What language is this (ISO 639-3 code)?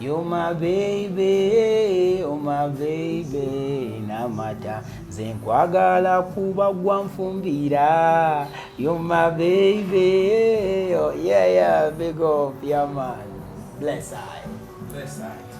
lug